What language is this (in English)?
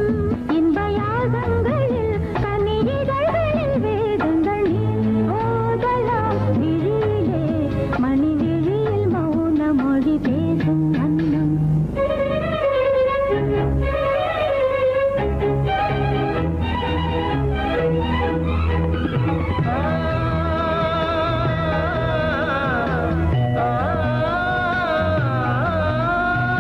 Tamil